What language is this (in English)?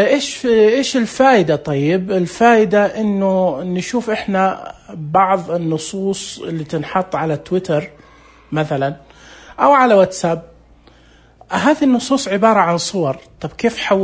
Najdi Arabic